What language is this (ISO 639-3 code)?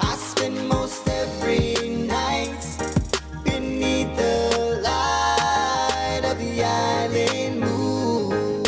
pon